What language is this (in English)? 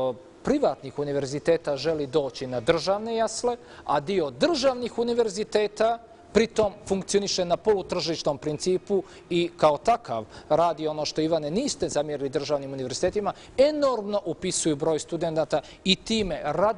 Bosnian